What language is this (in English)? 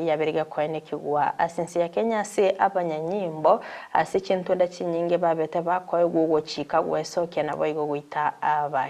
Gusii